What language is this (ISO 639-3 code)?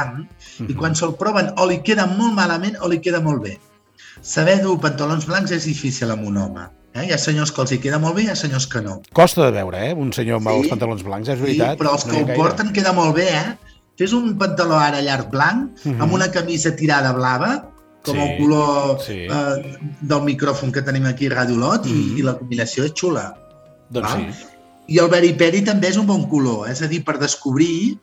cat